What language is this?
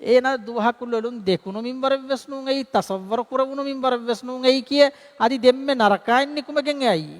Divehi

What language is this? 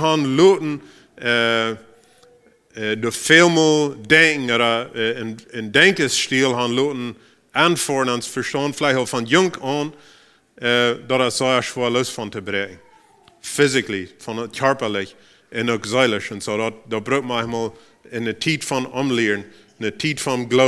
Plautdietsch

